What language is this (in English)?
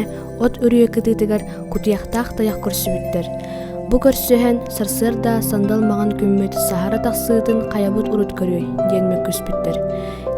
Yakut